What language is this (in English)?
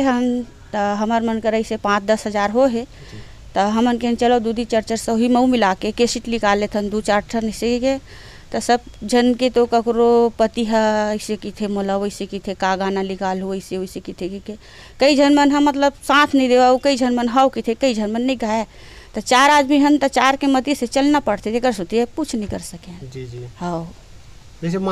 Chhattisgarhi